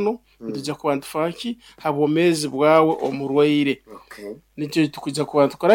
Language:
Nyoro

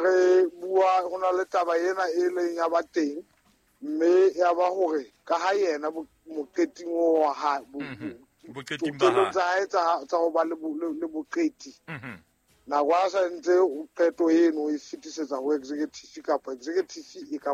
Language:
Southern Sotho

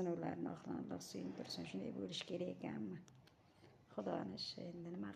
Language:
Uzbek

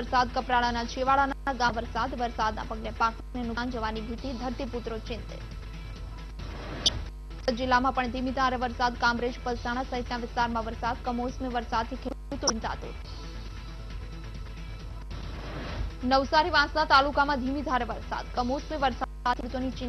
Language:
Gujarati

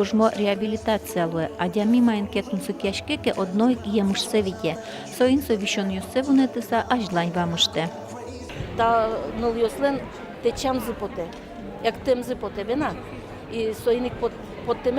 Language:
Udmurt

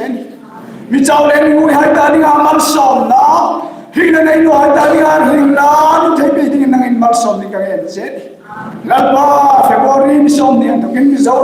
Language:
Hmar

